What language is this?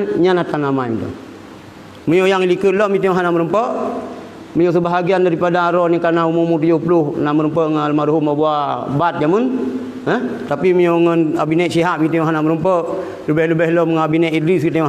Achinese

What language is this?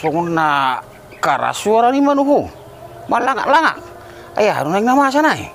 Batak Toba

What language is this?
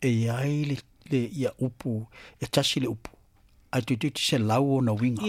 Samoan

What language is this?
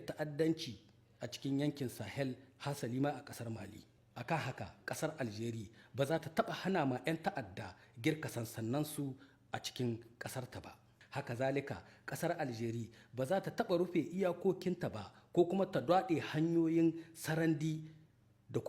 Hausa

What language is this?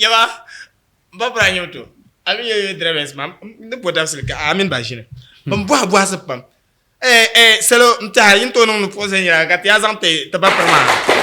Dagbani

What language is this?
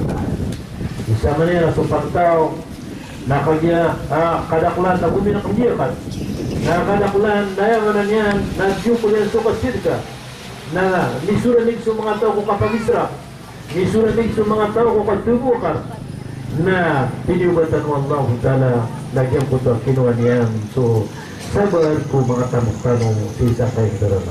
Maranao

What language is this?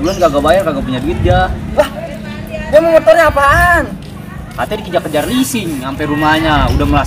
Betawi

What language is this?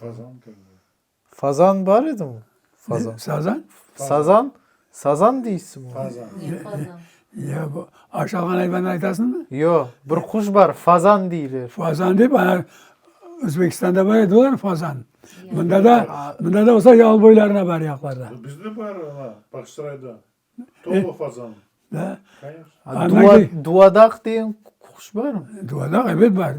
Crimean Tatar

